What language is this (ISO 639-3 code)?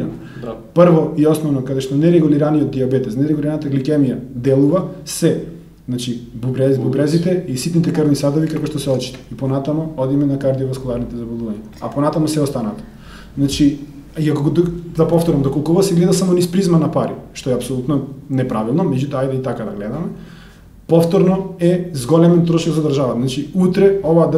mkd